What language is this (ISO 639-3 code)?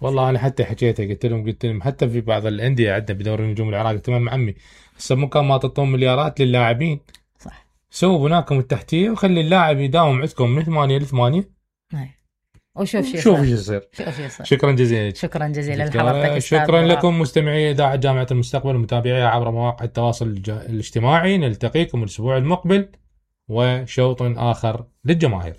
acm